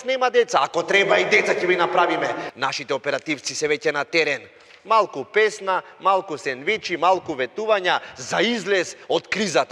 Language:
Macedonian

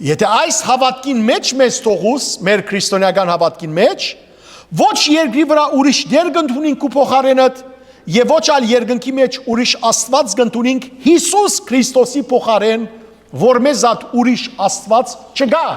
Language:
Western Armenian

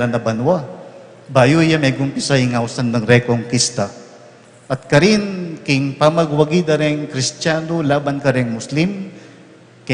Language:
Pampanga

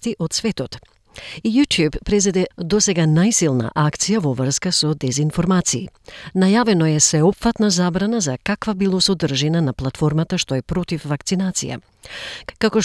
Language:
Macedonian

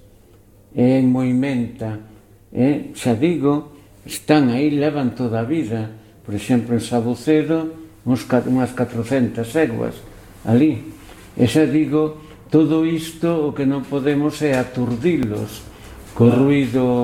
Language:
Galician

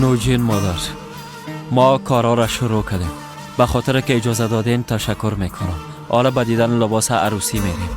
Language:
Persian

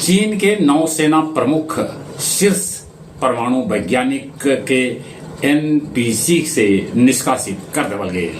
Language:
Magahi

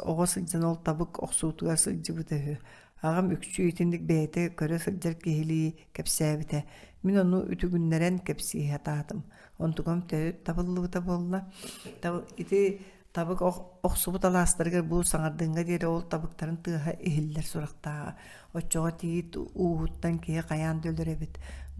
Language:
Yakut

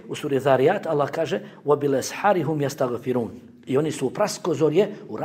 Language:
Bosnian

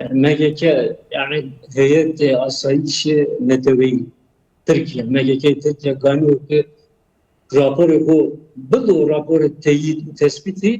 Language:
Zaza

